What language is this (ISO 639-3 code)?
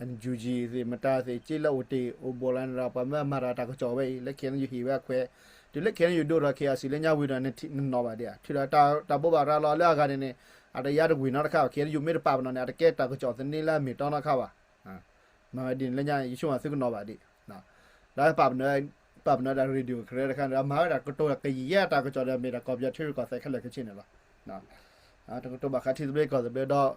ksw